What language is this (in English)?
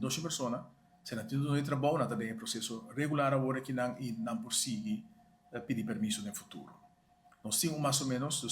Papiamento